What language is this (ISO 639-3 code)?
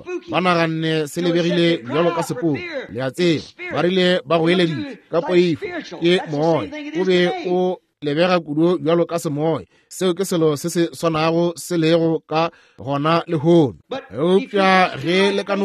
nso